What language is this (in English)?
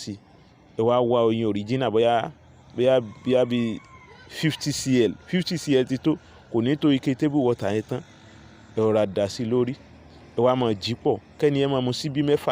Yoruba